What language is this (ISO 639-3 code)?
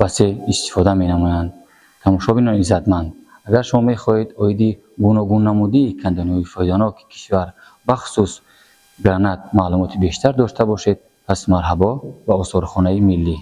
tgk